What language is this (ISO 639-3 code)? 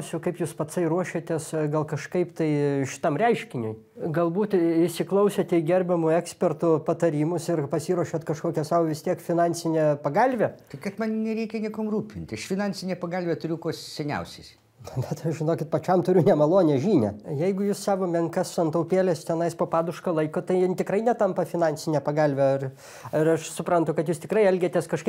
lit